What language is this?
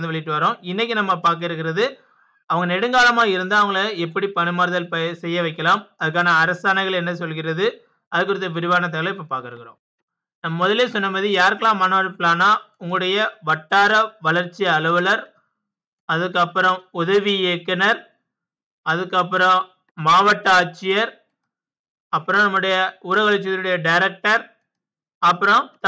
Tamil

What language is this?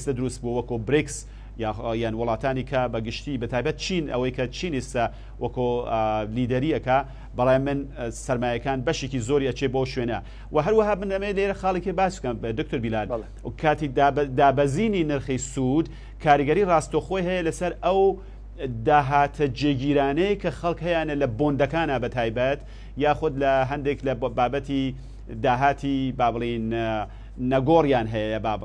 Central Kurdish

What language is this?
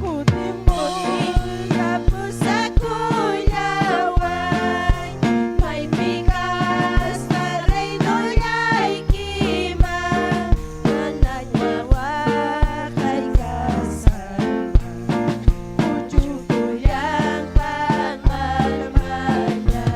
Ayacucho Quechua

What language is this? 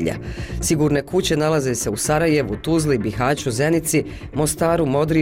Bosnian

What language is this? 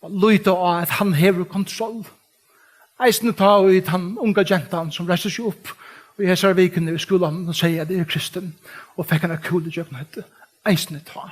Faroese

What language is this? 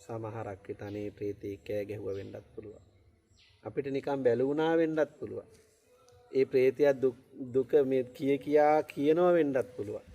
Sinhala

